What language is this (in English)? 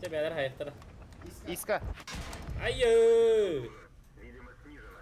Yakut